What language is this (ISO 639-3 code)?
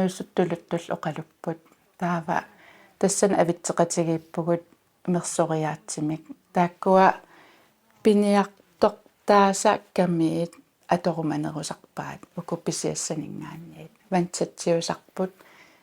kal